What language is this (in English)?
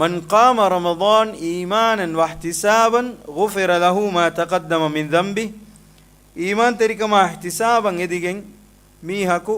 Divehi